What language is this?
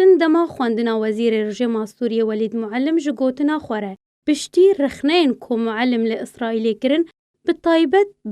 Kurdish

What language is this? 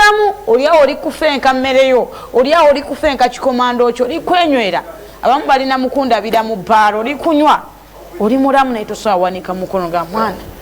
Ganda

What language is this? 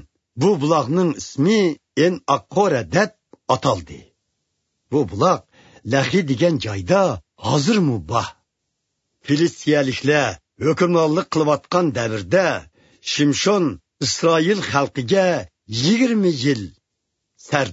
Uyghur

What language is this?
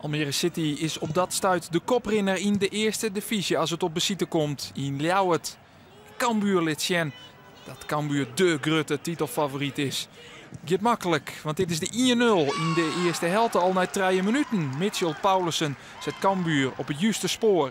Western Frisian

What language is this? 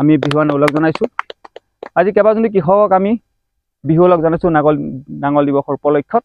Assamese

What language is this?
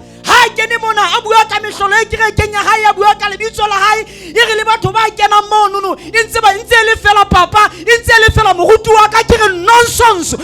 Southern Sotho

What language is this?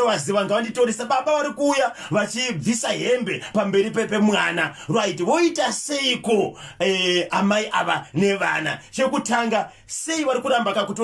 Shona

